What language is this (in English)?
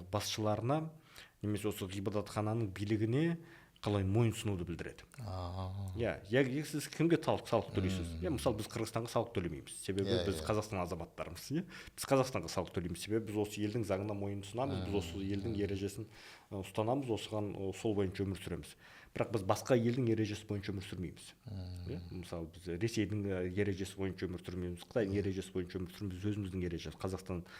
Kazakh